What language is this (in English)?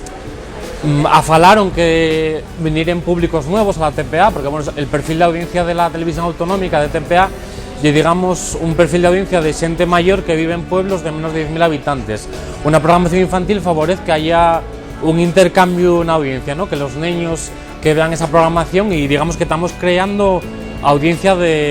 Asturian